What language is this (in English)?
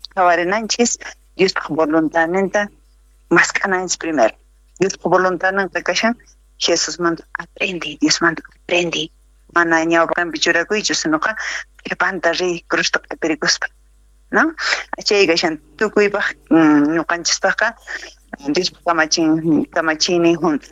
South Bolivian Quechua